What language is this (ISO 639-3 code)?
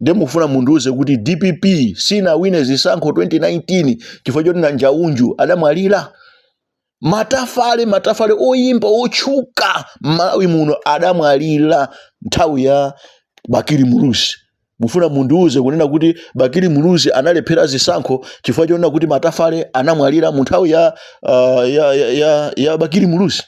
nya